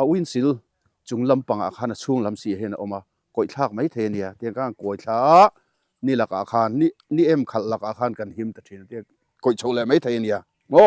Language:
Mizo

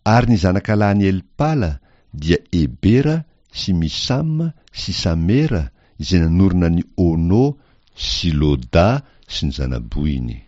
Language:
Malagasy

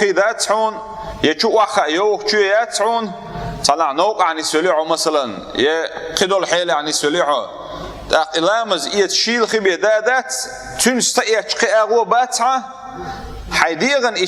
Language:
Chechen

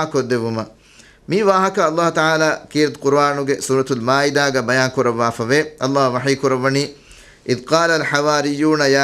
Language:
Divehi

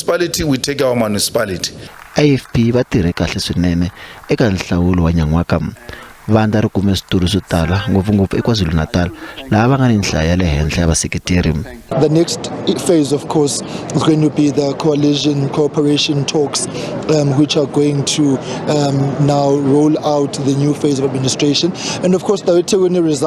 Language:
Tsonga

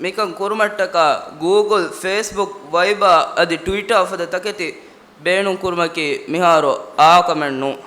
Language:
Divehi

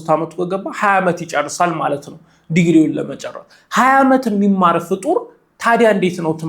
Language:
Amharic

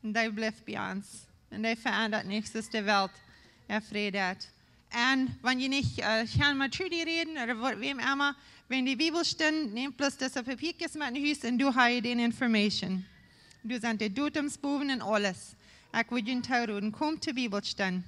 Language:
Plautdietsch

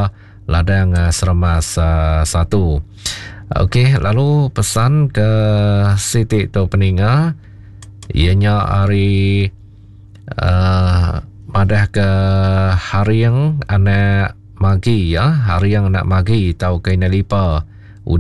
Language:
Iban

